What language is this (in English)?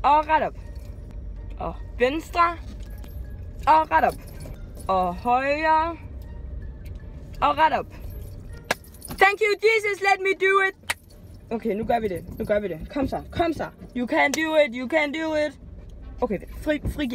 Danish